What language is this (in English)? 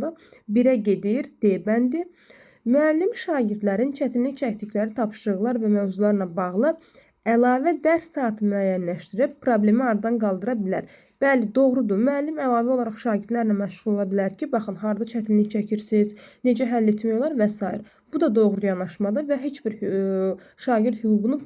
Azerbaijani